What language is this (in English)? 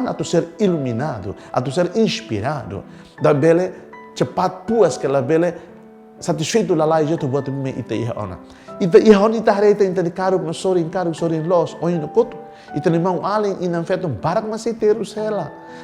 Tetum